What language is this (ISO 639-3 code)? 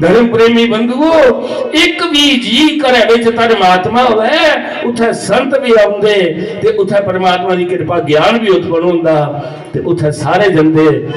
doi